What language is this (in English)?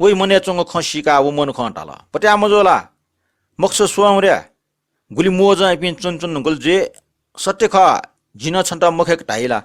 Newari